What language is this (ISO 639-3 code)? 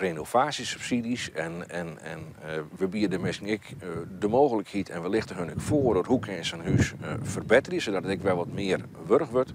fry